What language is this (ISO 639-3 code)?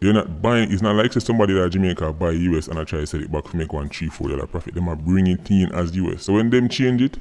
jam